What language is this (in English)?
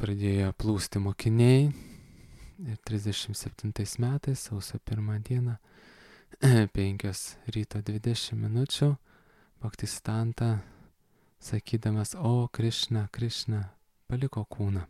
Lithuanian